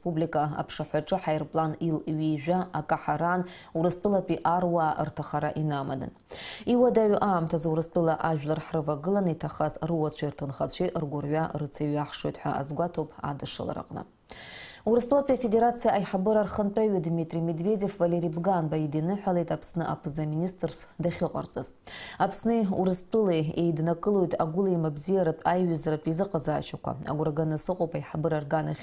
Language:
Abkhazian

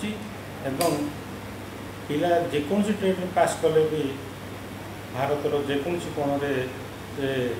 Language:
Odia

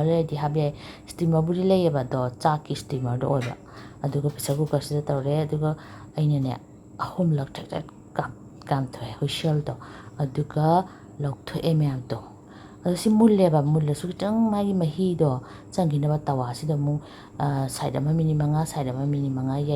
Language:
Manipuri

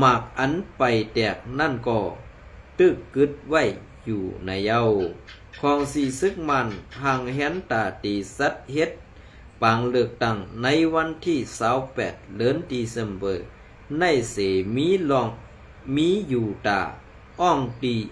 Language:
Shan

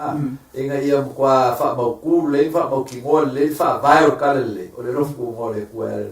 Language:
Samoan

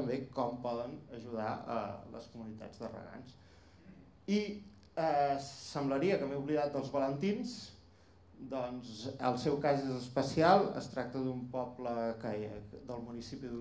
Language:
Catalan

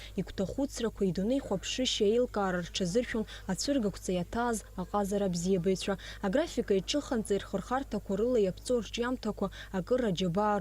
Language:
Abkhazian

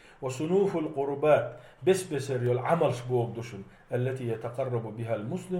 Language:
Chechen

